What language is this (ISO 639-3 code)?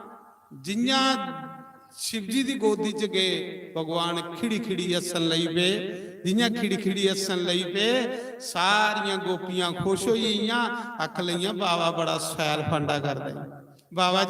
doi